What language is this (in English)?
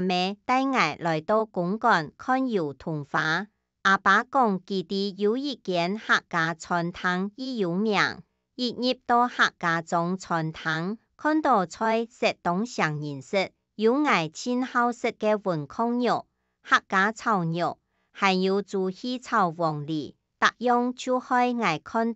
Hakka Chinese